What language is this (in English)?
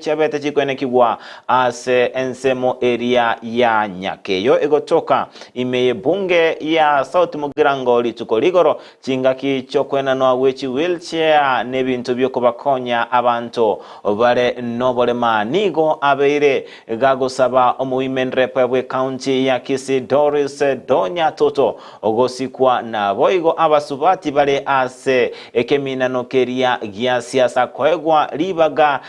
Gusii